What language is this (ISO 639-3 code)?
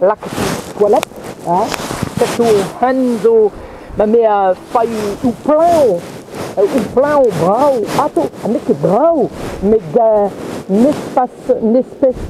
bre